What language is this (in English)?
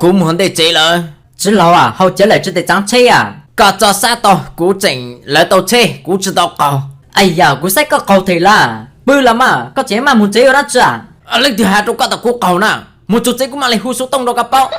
Hmong